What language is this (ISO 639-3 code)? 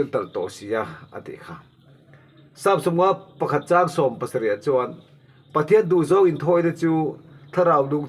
lus